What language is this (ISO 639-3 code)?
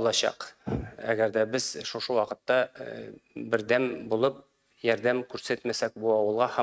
tat